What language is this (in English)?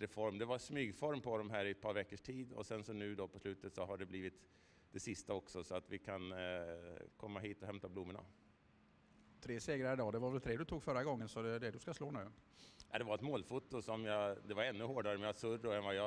Swedish